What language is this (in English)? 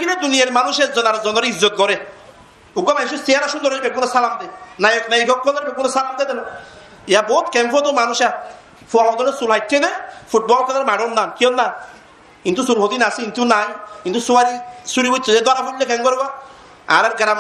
Rohingya